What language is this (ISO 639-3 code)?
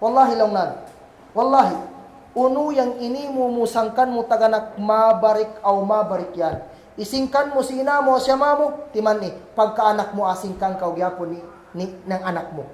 kll